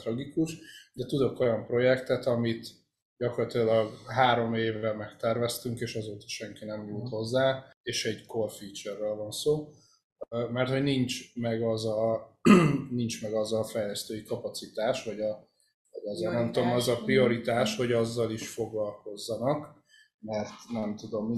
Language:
Hungarian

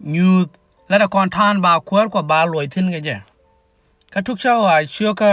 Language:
Nuer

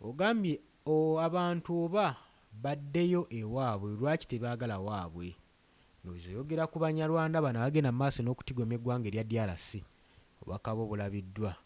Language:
Ganda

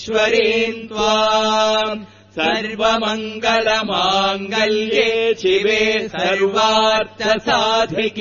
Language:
Sanskrit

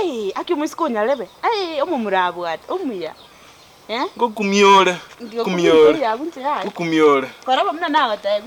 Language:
Gusii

